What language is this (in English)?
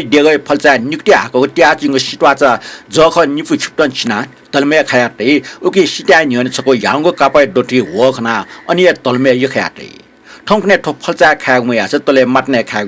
Newari